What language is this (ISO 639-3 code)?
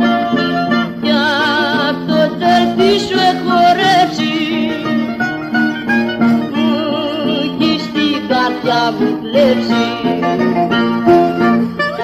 ell